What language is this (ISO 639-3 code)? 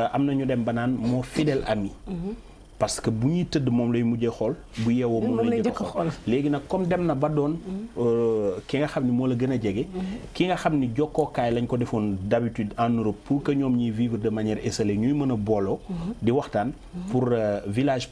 wol